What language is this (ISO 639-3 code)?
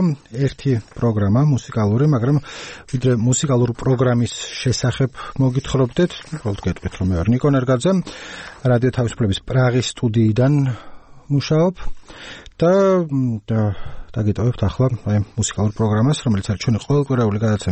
kat